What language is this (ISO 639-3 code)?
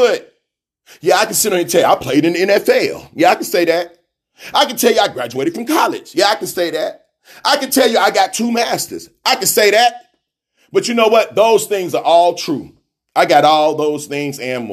eng